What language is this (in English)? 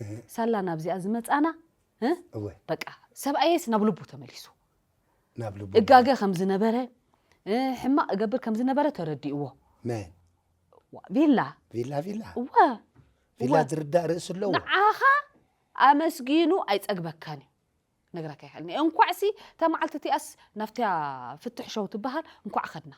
Tigrinya